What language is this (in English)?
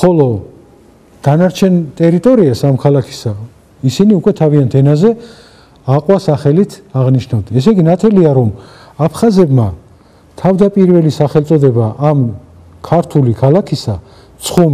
Georgian